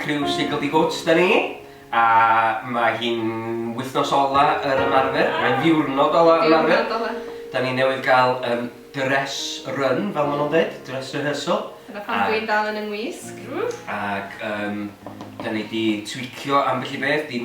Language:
Welsh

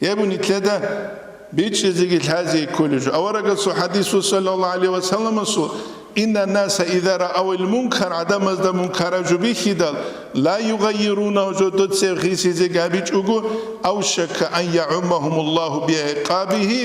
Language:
Avaric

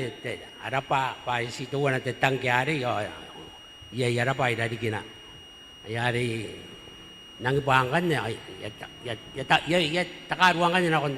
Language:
Gilbertese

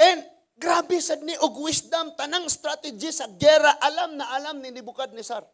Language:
Cebuano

